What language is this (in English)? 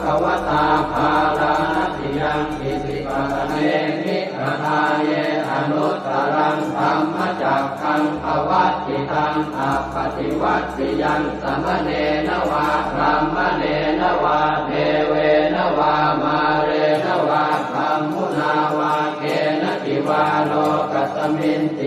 Pali